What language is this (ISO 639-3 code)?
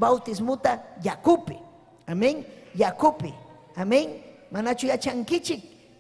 quy